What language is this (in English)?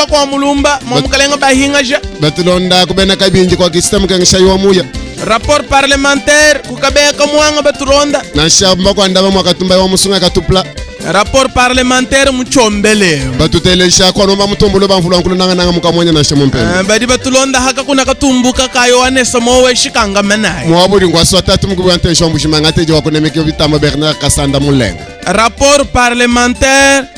Luba-Lulua